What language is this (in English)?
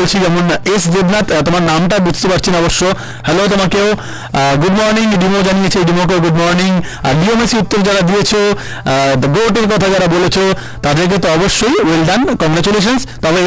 Bangla